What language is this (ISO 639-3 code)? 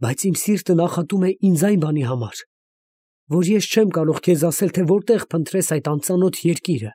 hye